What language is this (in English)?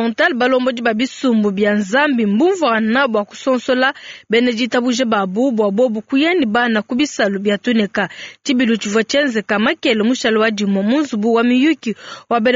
Luba-Lulua